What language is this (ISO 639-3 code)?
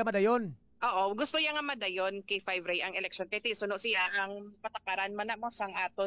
hil